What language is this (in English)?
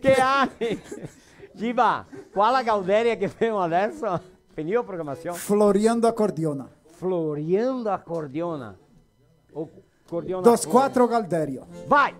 Venetian